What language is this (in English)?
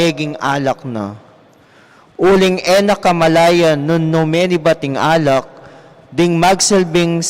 Pampanga